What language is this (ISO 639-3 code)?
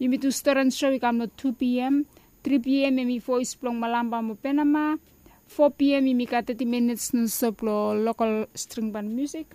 bis